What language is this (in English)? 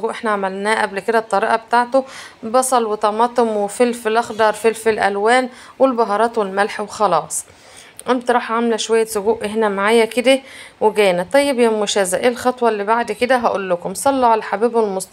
Egyptian Arabic